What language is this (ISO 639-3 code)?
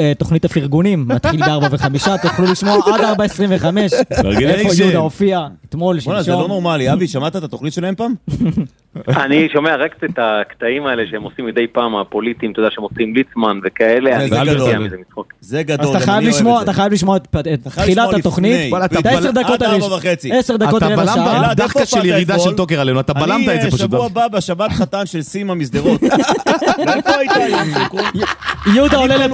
heb